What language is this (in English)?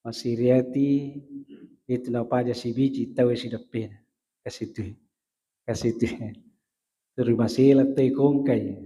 Buginese